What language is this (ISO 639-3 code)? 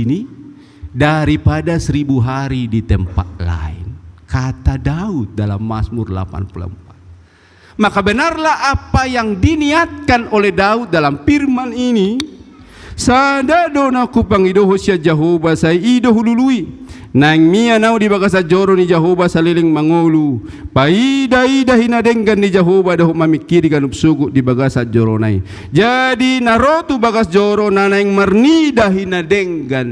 bbc